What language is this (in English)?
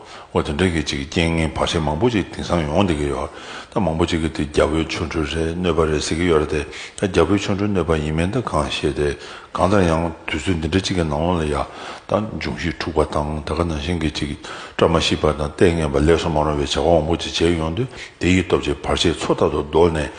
Tibetan